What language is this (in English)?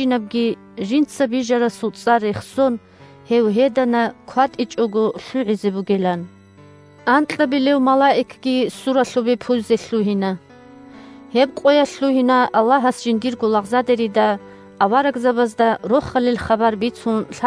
Avaric